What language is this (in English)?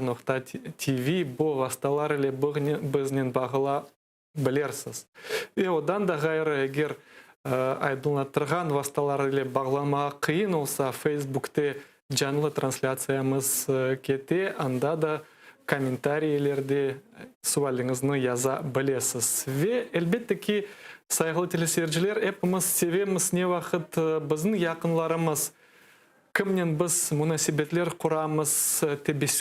Crimean Tatar